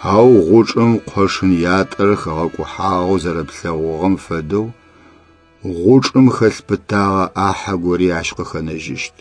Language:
Adyghe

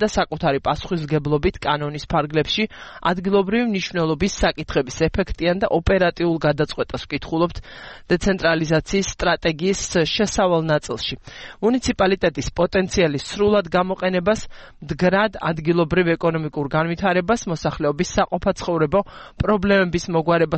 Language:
Georgian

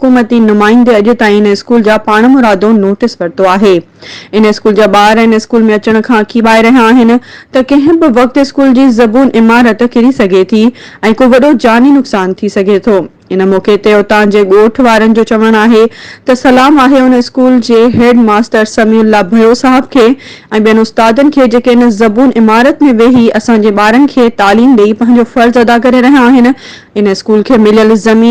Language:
Sindhi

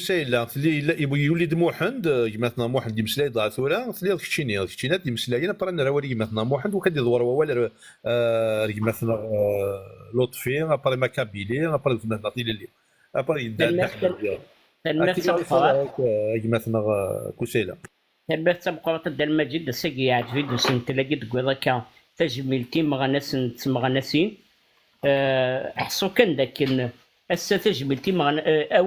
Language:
Kabyle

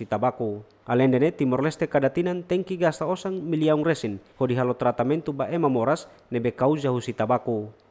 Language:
Tetum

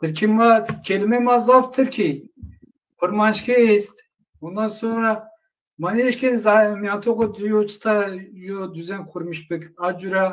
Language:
Zaza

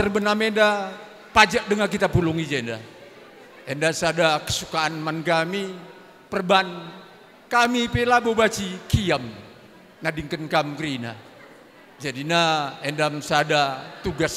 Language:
Batak Karo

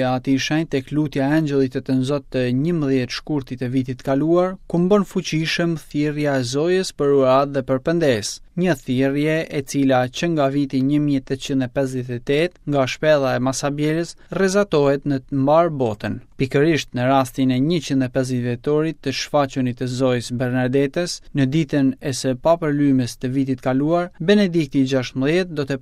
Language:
Albanian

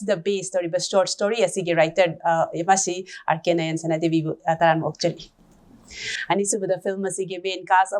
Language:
Manipuri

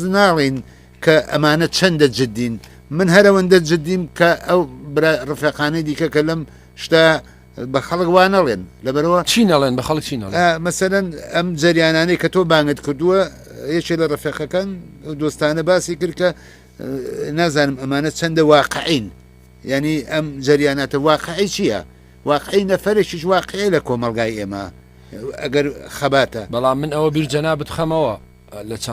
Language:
Central Kurdish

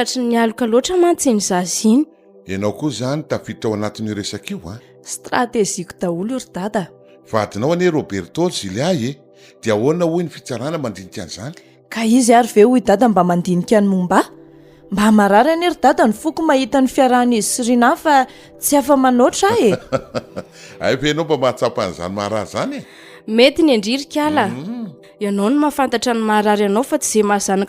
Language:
Malagasy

